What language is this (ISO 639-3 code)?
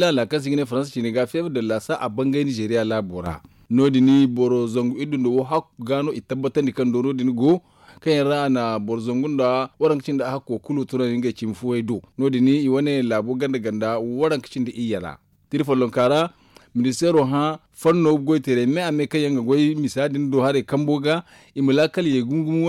dje